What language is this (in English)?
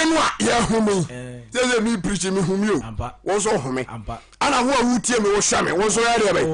Akan